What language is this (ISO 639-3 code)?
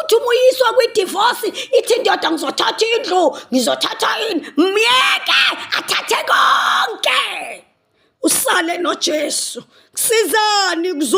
zul